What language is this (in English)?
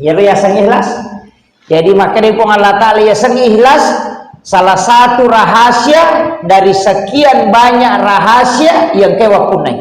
Buginese